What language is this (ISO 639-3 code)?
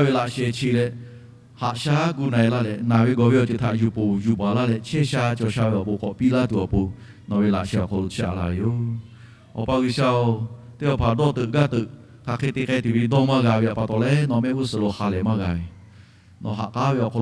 lhu